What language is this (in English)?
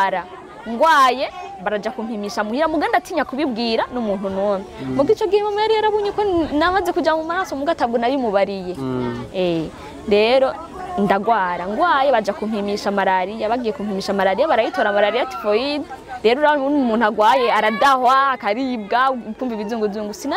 Rundi